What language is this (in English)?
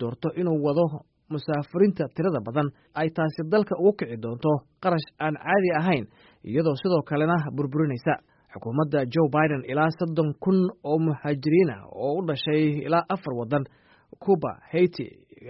Somali